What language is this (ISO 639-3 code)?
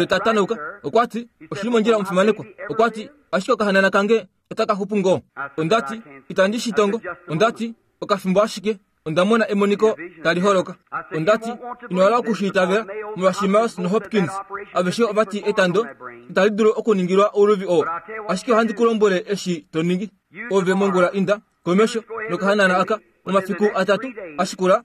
kua